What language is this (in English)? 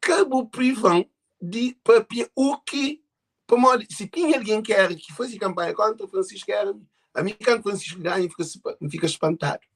Kabuverdianu